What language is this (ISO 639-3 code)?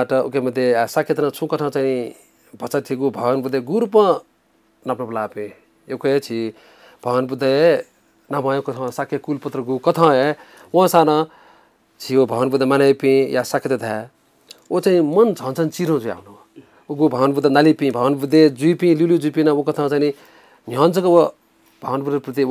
new